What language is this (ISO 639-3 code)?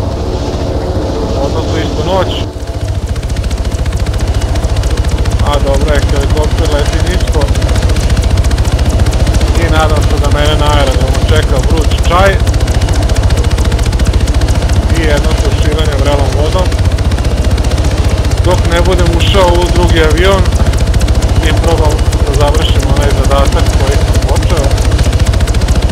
srp